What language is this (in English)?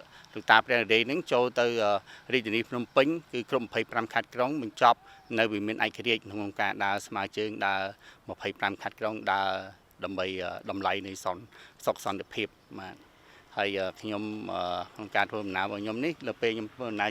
Khmer